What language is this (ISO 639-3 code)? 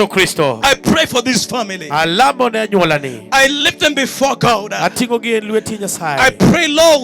luo